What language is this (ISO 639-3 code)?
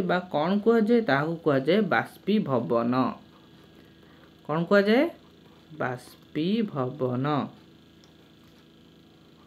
ori